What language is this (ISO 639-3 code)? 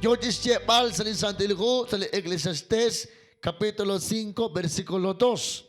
kek